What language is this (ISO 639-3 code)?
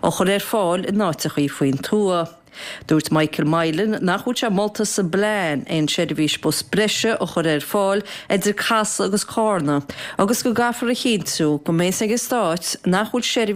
gle